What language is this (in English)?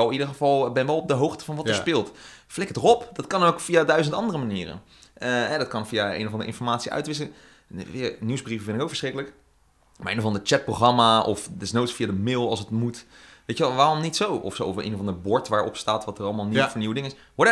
Dutch